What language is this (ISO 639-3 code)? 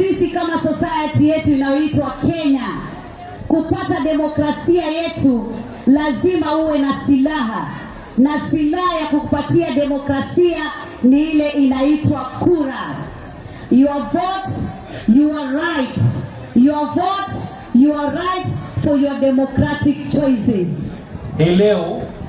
swa